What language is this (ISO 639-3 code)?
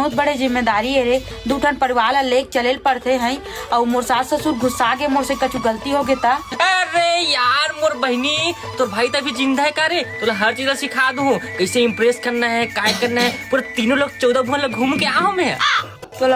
hne